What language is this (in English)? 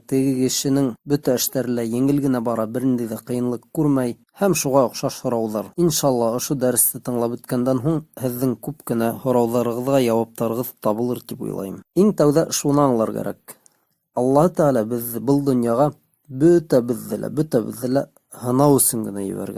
Bashkir